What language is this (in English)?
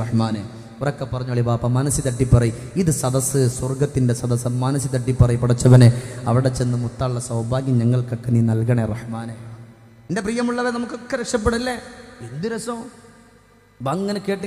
Malayalam